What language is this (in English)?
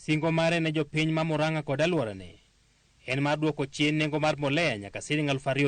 Luo (Kenya and Tanzania)